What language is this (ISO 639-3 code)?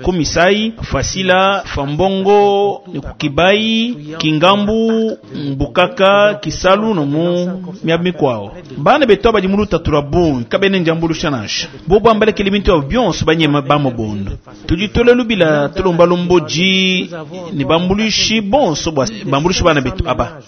lua